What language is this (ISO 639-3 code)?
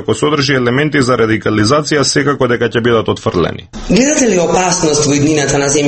mkd